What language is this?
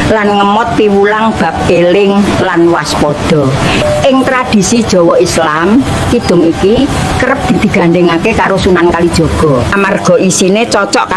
Javanese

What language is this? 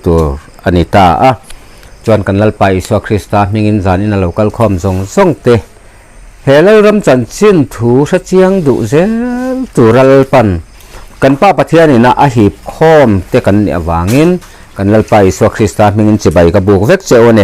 Mizo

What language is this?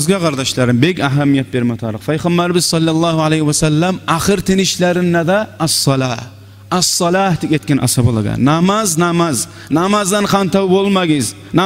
Kumyk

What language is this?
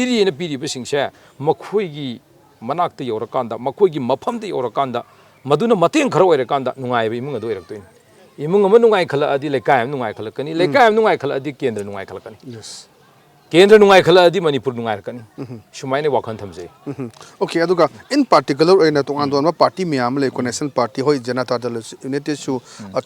Manipuri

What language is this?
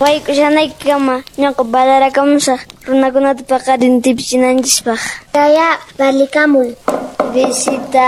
Quechua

